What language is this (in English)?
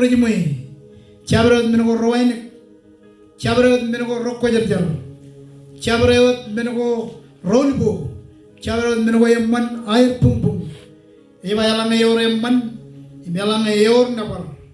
Marshallese